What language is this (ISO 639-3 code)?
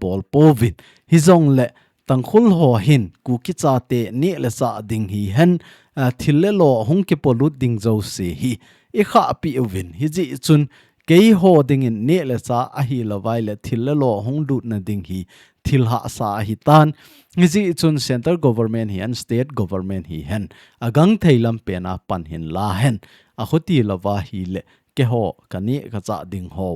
tcz